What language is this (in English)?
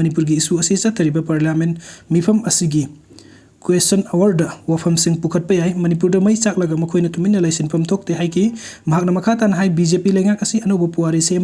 Manipuri